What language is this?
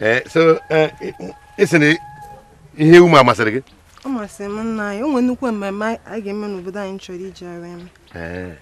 Igbo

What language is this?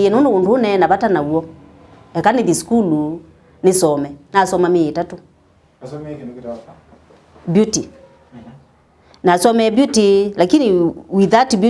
Kamba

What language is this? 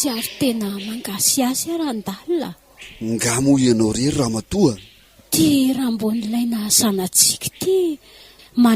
Malagasy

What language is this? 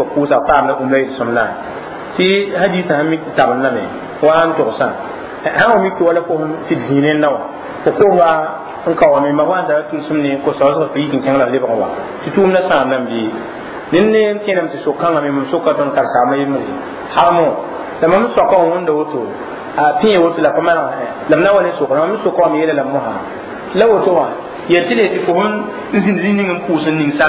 Mossi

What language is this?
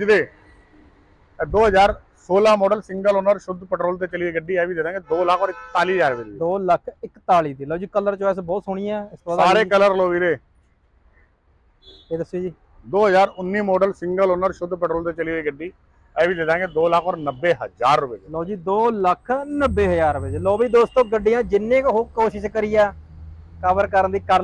Punjabi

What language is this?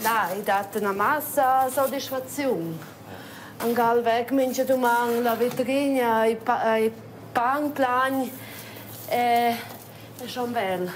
Romansh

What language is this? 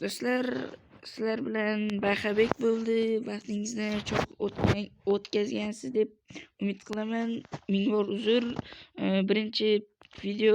Uzbek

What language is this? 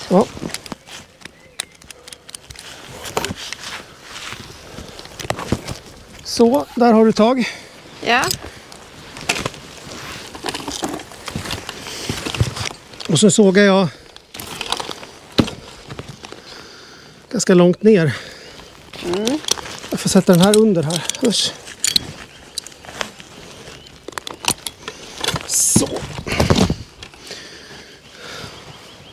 Swedish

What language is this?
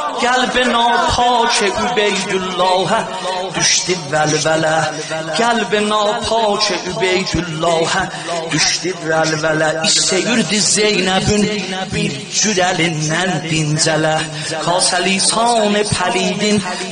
South Azerbaijani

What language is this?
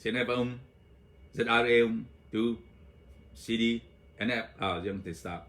Hakha Chin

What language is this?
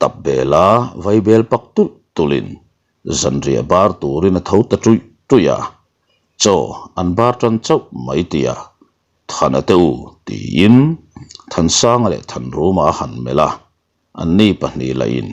Mizo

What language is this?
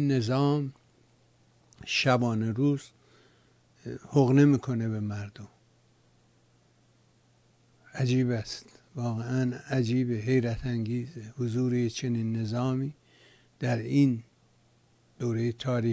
Persian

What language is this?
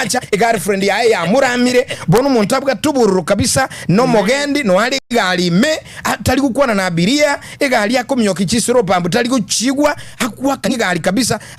Gusii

